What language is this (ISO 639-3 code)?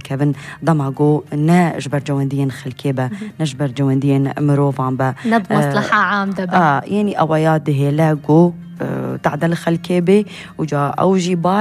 kur